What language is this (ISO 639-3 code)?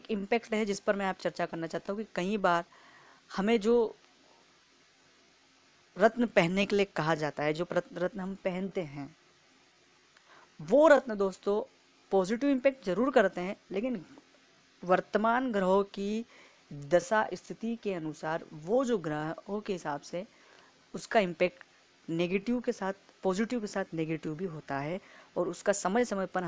hin